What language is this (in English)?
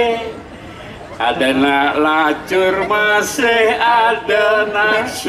Balinese